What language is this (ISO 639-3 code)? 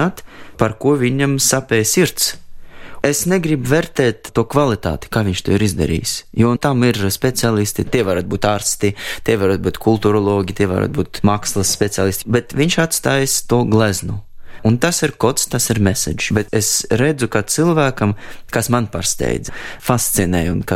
lav